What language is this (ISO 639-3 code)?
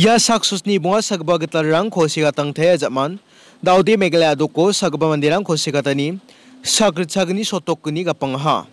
grt